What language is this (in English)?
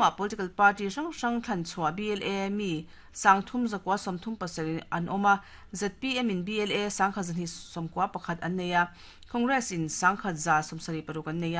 Mizo